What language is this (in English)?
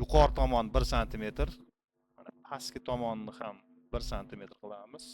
Uzbek